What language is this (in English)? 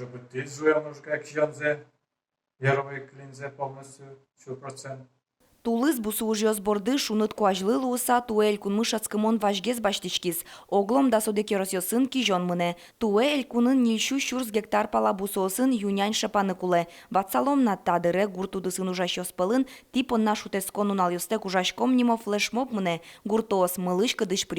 Udmurt